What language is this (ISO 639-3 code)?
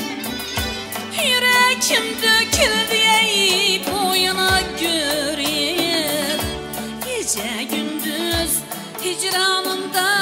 tur